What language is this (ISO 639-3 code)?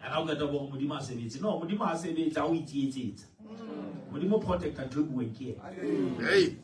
sot